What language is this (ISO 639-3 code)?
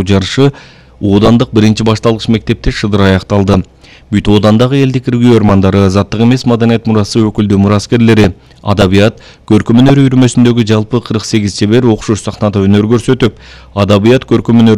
kir